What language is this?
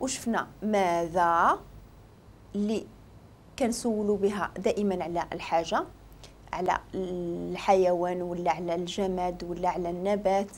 Moroccan Arabic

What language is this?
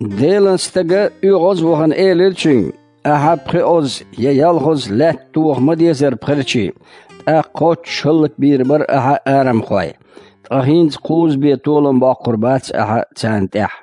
Chechen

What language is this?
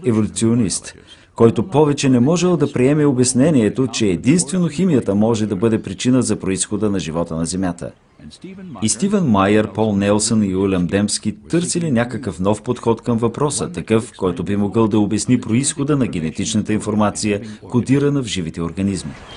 Bulgarian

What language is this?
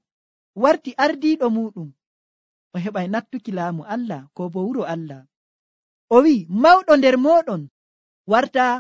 Nigerian Fulfulde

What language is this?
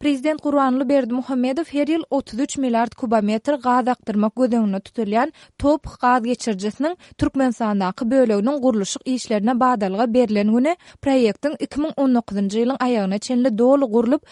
Turkmen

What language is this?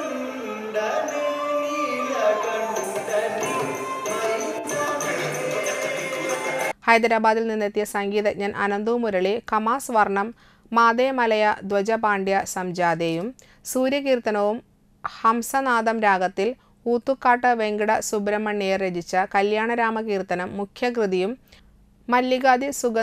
Malayalam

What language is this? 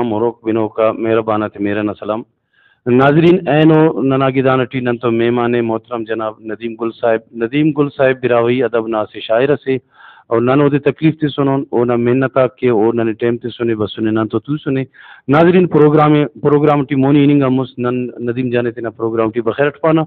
Brahui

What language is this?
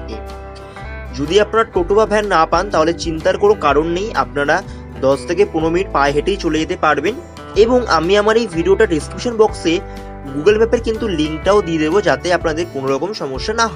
Bangla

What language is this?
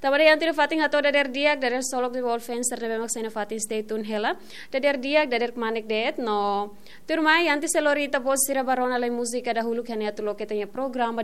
Tetum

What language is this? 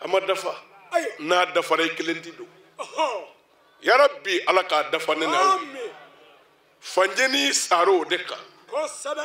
Bambara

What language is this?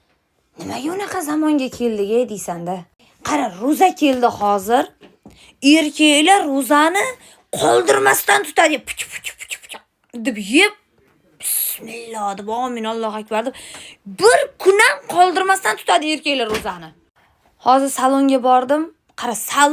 Uzbek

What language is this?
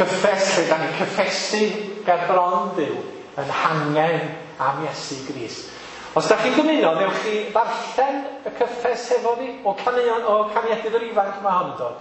Welsh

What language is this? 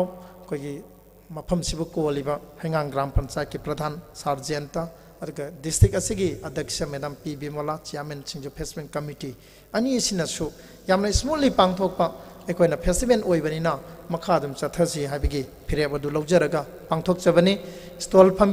Manipuri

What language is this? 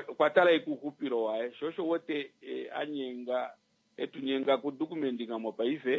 Kuanyama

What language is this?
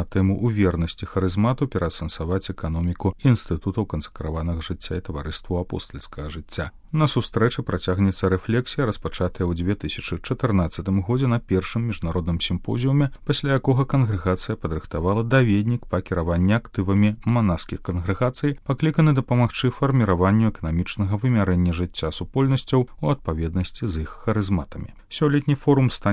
Belarusian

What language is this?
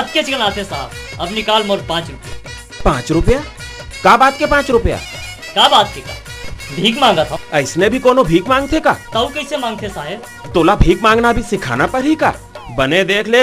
Chhattisgarhi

